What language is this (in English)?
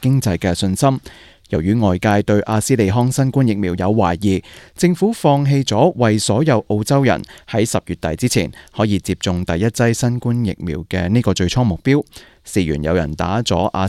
Cantonese